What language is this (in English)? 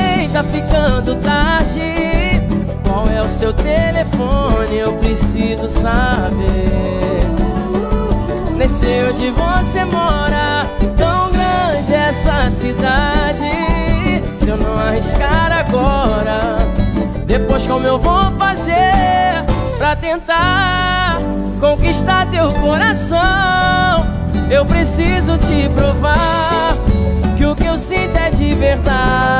Portuguese